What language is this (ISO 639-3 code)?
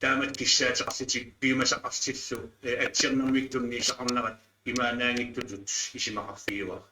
kal